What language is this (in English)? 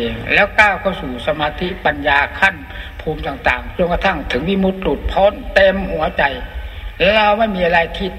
Thai